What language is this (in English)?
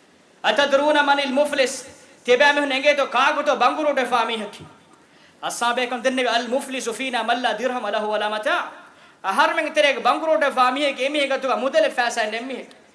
Divehi